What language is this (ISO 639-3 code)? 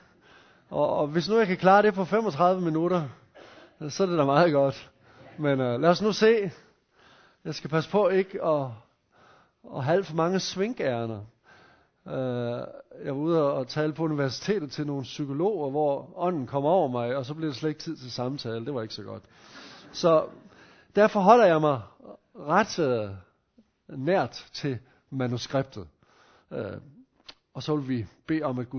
dan